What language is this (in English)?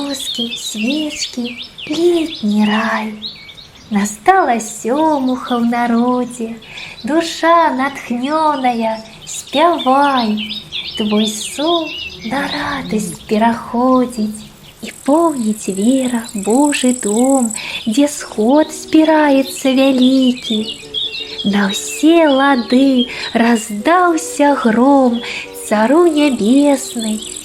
Belarusian